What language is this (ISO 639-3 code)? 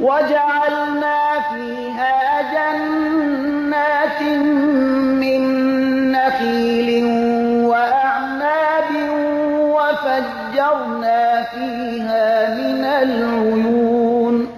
fas